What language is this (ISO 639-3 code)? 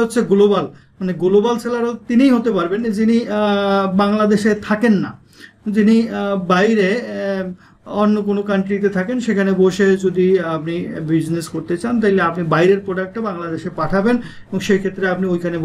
ben